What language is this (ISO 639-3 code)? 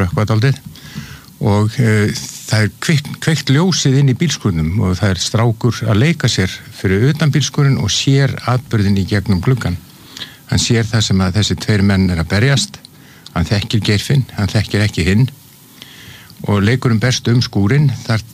isl